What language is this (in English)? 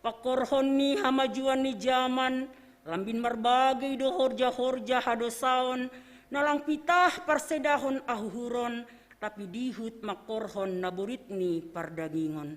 Batak Simalungun